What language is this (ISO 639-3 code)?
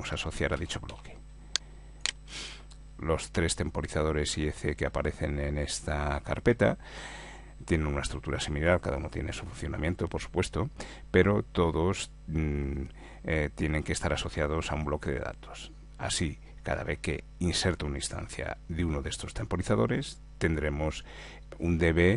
spa